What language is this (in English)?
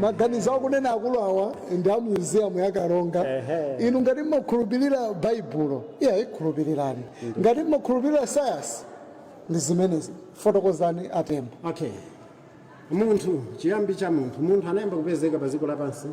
Nyanja